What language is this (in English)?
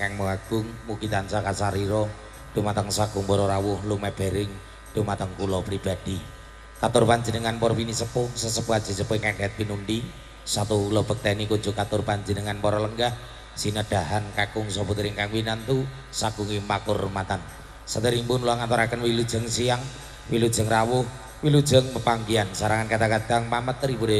Javanese